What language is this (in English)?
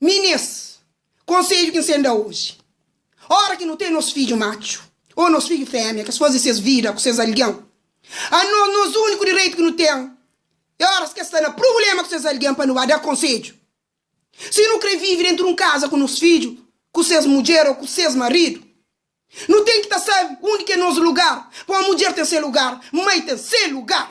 Kabuverdianu